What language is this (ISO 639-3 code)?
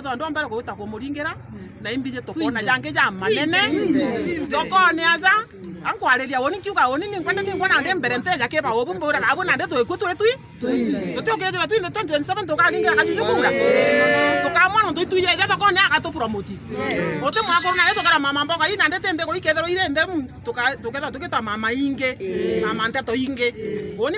mer